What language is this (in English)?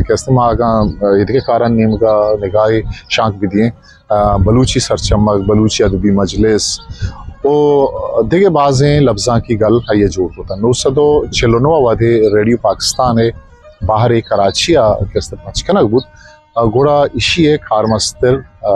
Eastern Balochi